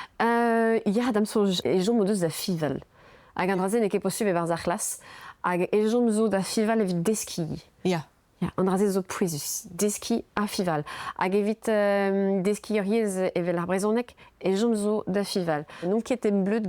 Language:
Breton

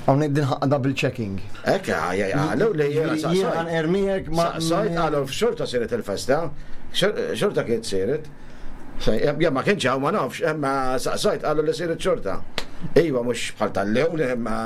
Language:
Maltese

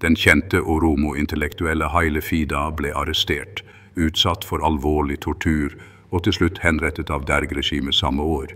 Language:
Norwegian Bokmål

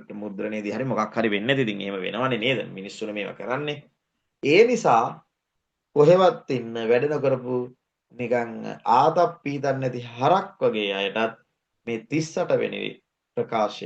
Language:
Sinhala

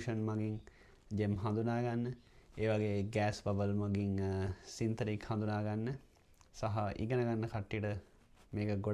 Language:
Sinhala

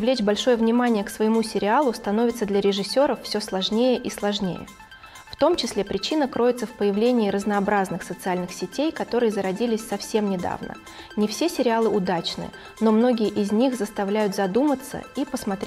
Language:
Russian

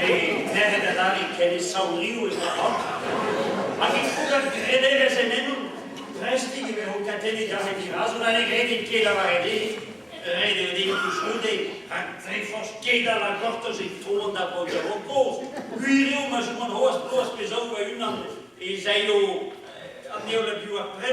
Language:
Breton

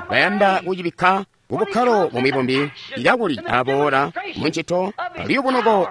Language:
Tonga (Zambia)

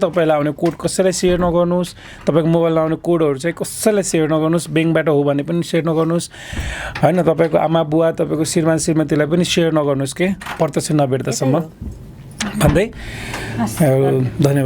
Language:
Nepali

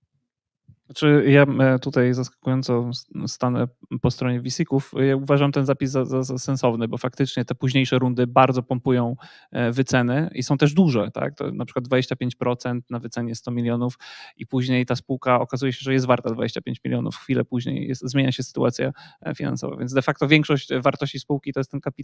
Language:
Polish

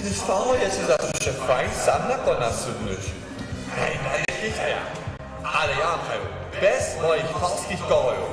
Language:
Upper Sorbian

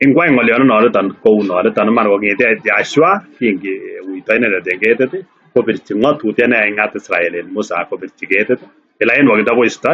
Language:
Kalenjin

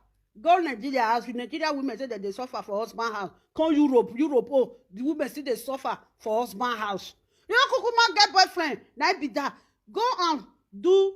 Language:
Nigerian Pidgin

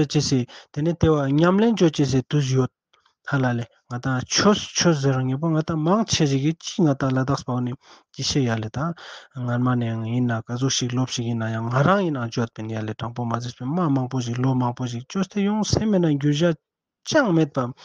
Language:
Ladakhi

